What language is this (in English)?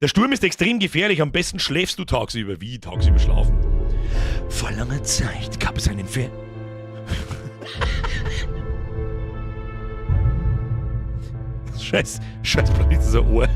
Bavarian